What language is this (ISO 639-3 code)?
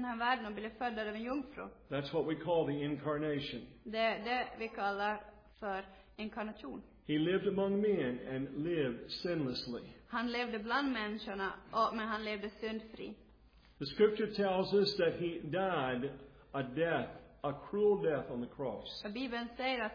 swe